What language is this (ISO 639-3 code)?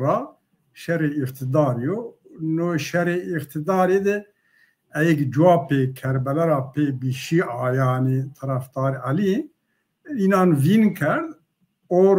zza